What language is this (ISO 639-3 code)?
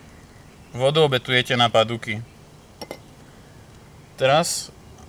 slk